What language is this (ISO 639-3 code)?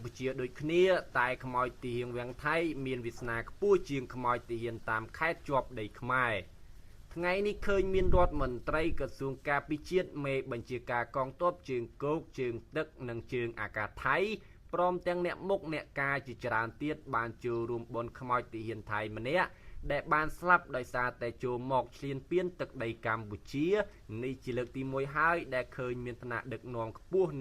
khm